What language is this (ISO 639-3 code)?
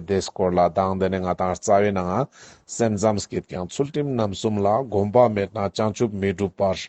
lbj